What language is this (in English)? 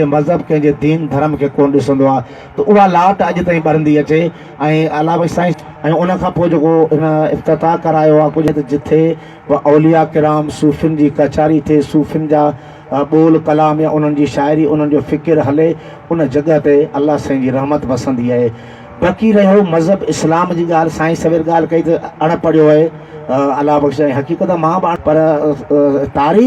Sindhi